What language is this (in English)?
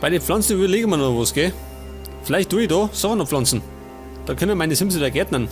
Bavarian